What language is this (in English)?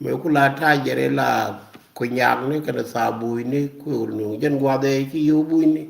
Nuer